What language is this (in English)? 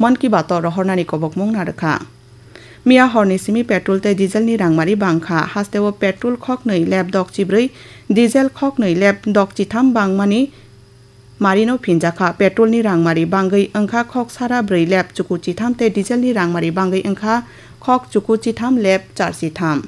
Kok Borok